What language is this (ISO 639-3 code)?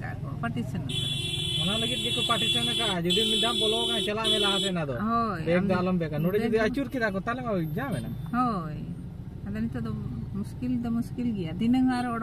sat